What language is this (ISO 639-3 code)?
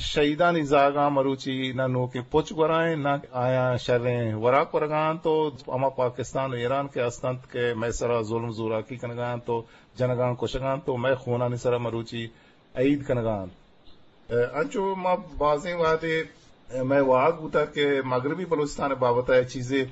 bgp